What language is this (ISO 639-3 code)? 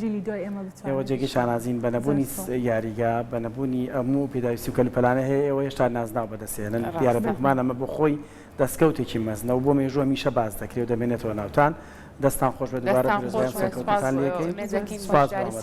ckb